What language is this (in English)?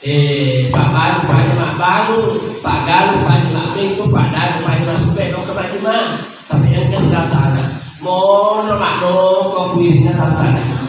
Buginese